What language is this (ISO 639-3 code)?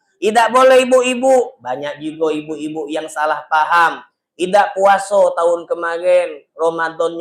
mui